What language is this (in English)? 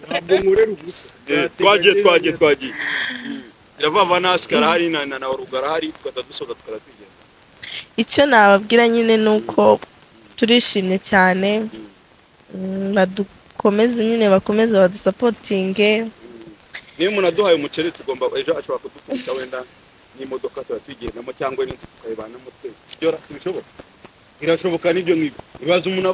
Kinyarwanda